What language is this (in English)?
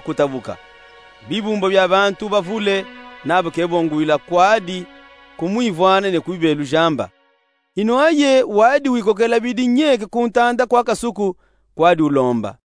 Luba-Katanga